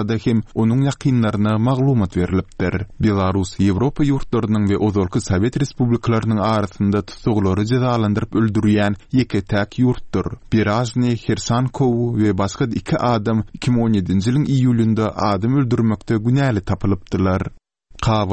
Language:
Turkmen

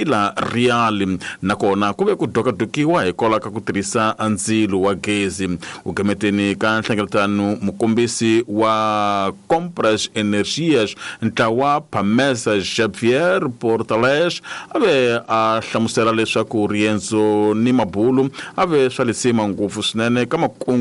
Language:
Tsonga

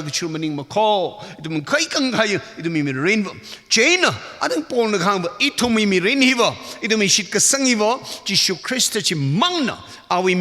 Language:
Tangkhul Naga (India)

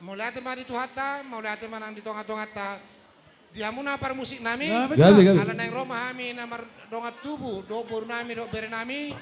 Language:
Batak Toba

